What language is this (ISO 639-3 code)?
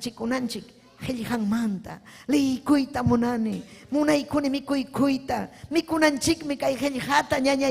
quy